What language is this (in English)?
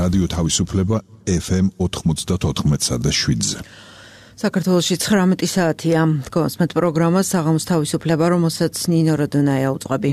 Georgian